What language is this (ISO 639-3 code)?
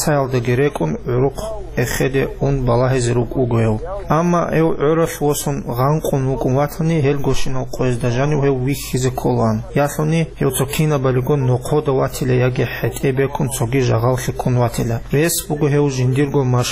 ava